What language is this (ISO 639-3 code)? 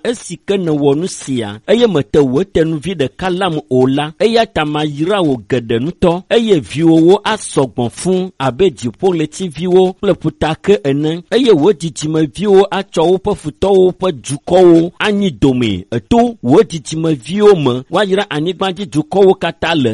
ewe